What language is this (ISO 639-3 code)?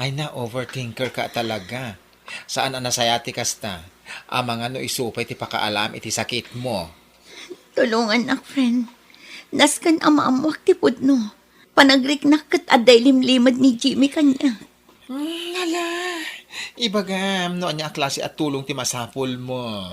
ilo